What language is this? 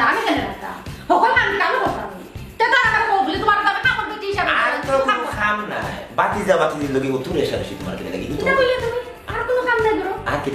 Sylheti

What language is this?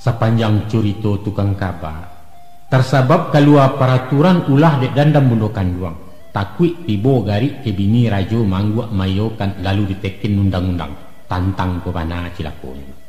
Minangkabau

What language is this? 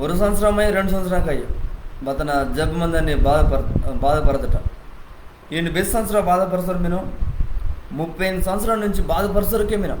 Koya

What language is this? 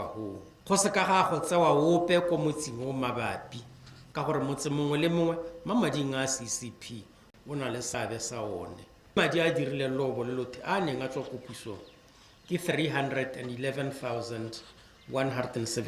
Tswana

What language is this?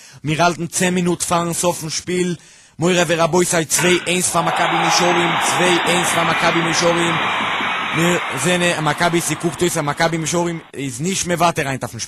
Yiddish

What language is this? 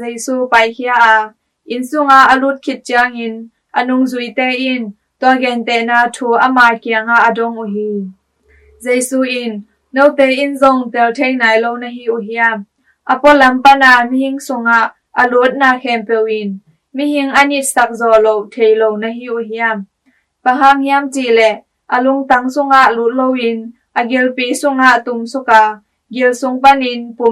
Tedim Chin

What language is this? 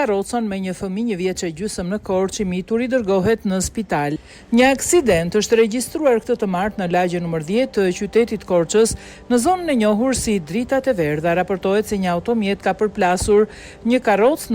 Albanian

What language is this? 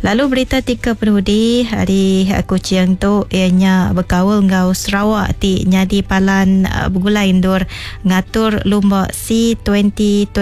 Iban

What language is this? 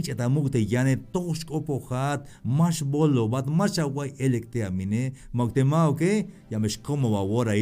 Tzeltal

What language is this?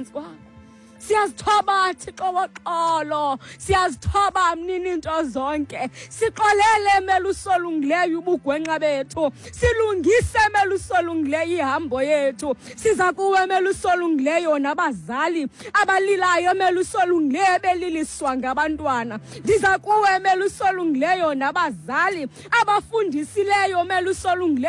Xhosa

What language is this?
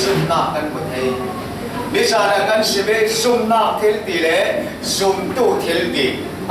Falam Chin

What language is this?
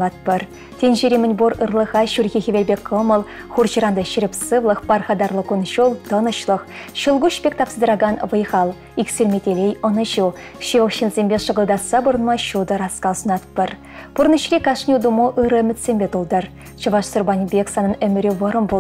Chuvash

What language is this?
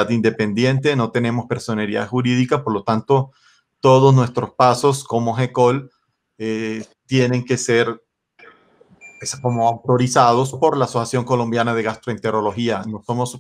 Spanish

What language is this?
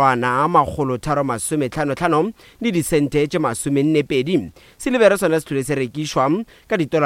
Northern Sotho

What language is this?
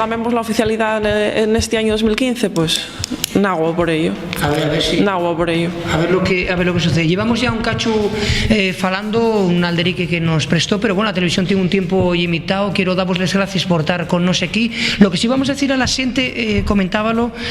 Asturian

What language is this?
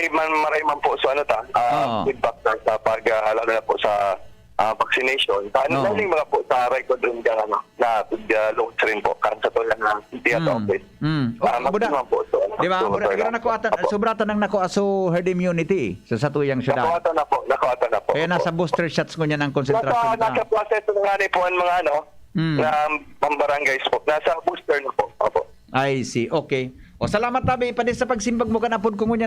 Bikol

